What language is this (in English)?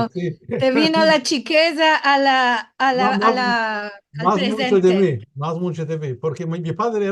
Ladino